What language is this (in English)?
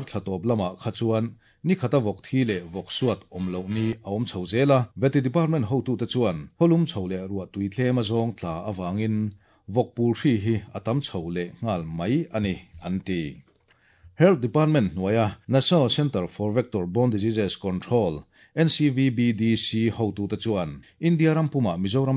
Mizo